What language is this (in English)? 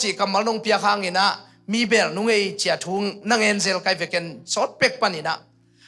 Tedim Chin